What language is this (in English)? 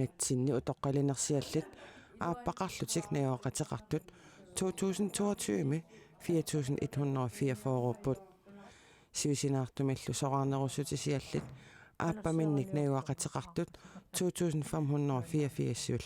Kalaallisut